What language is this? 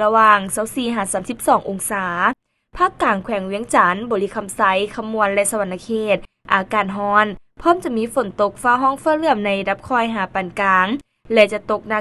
Lao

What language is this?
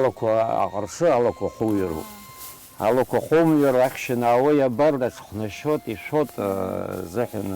Abkhazian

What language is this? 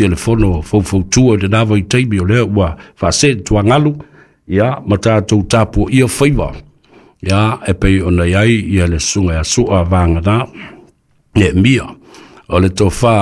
Samoan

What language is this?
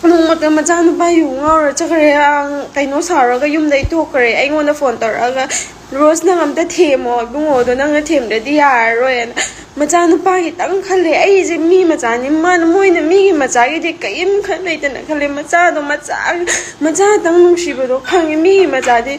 Manipuri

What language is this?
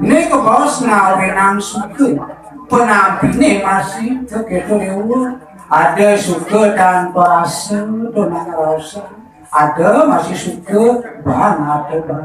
Balinese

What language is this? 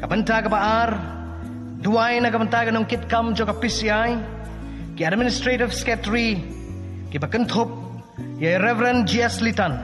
Khasi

